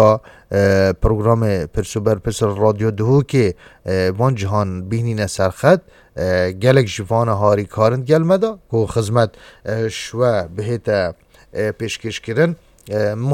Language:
Kurdish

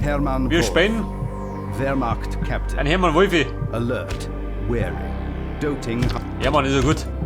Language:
Bavarian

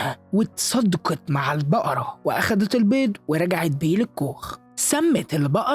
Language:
Egyptian Arabic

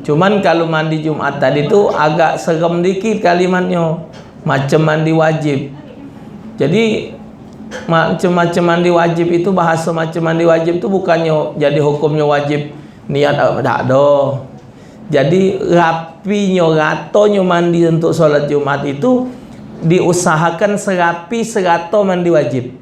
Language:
Musi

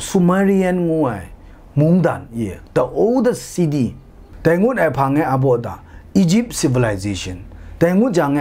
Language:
Kachin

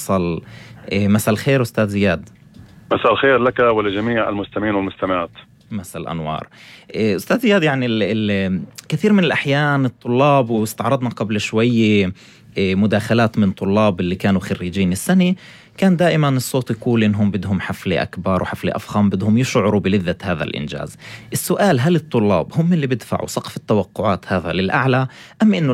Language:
North Levantine Arabic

